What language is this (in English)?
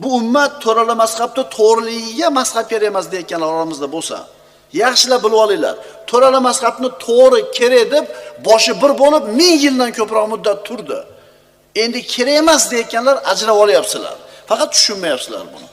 Uzbek